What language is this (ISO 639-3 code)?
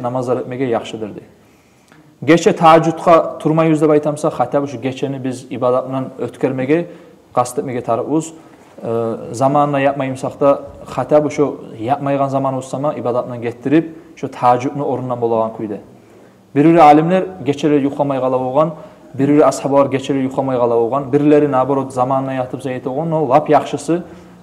kum